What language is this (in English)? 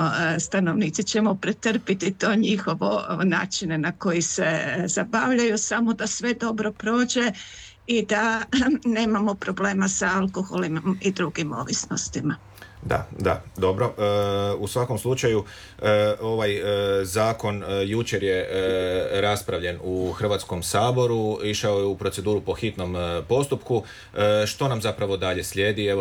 Croatian